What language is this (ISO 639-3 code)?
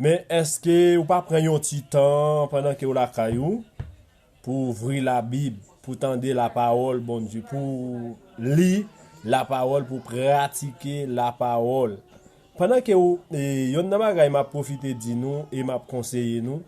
hat